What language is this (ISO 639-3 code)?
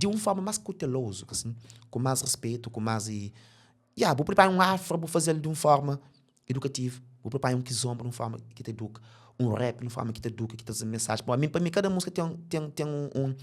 kea